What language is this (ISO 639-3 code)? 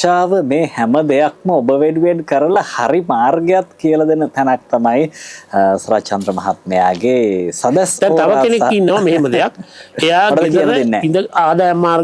sin